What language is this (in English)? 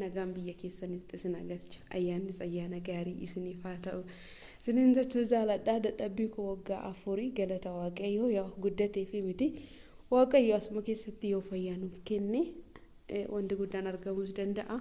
Oromo